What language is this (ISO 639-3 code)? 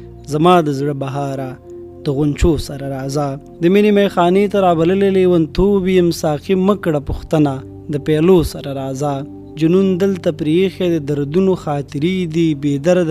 pus